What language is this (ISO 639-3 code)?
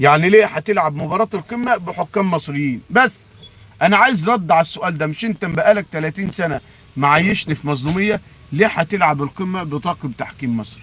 arz